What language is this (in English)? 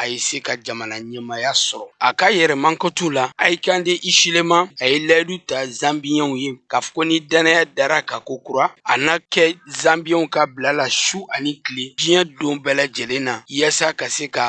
Bambara